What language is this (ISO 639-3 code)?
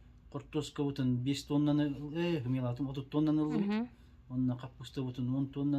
sah